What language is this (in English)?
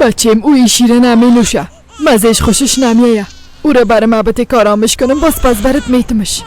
Persian